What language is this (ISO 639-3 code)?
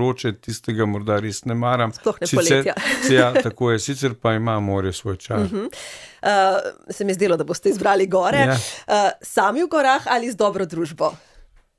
slv